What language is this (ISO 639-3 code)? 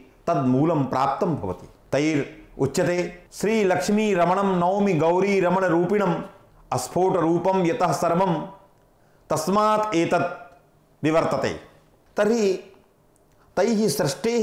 san